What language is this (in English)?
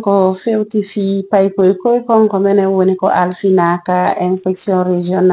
Fula